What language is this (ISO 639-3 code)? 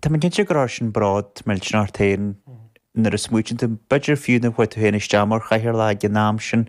gle